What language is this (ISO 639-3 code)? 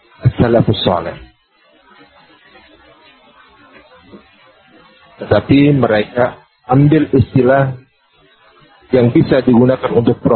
ind